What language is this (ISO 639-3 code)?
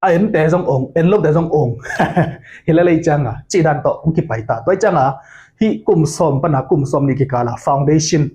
ctd